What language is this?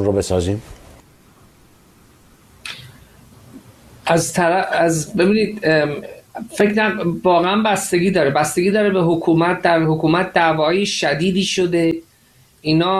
Persian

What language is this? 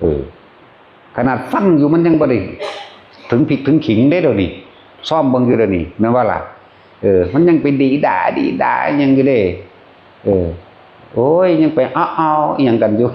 Northeastern Thai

